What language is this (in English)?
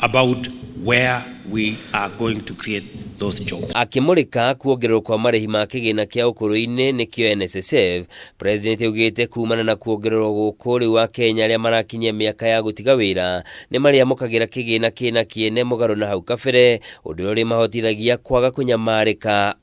Kikuyu